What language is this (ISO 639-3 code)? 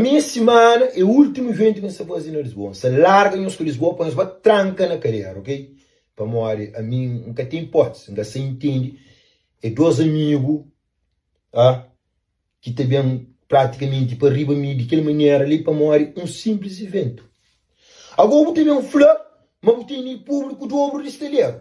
kea